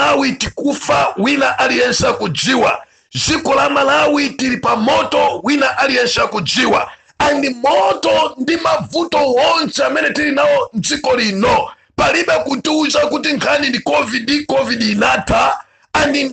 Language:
Nyanja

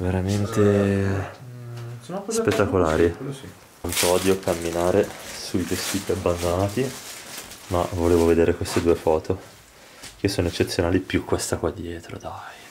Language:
Italian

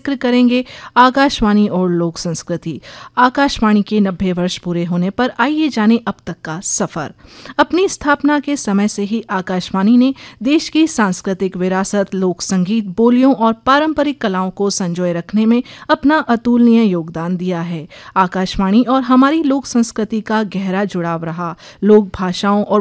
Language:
Hindi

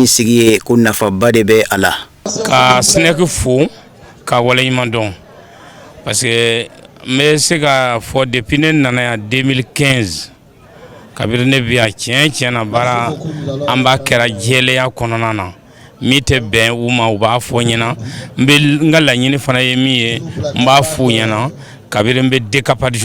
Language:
Bambara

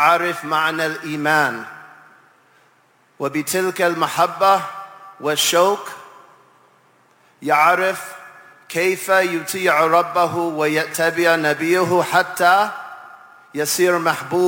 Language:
Arabic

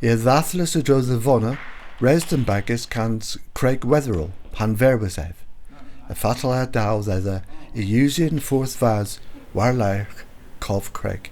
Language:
Cornish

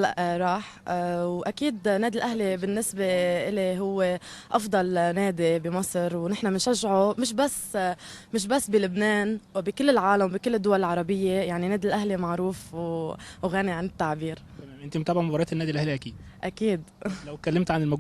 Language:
Egyptian Arabic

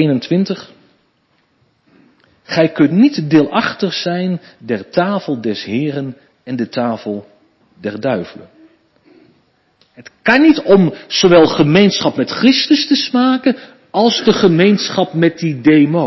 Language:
Dutch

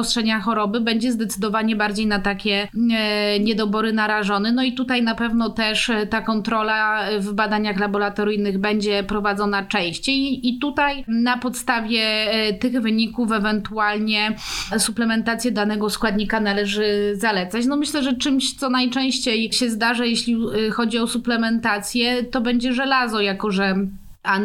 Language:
Polish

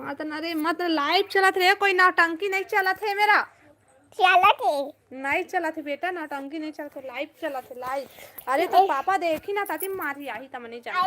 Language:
Chhattisgarhi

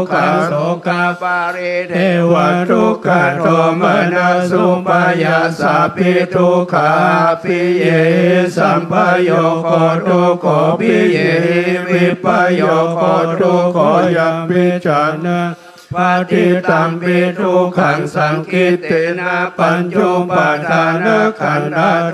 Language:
Pali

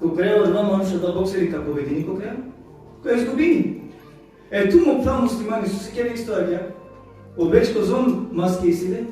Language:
Balkan Romani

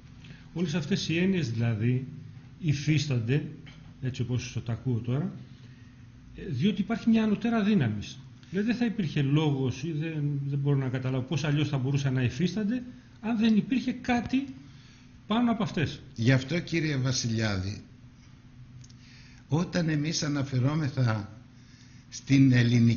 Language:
Greek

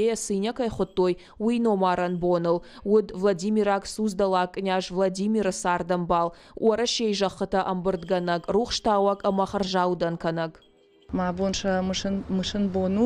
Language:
Ossetic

